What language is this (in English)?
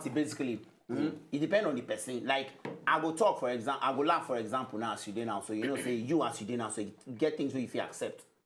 Nigerian Pidgin